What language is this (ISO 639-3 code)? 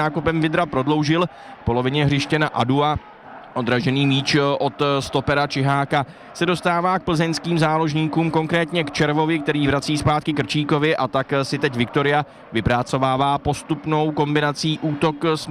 ces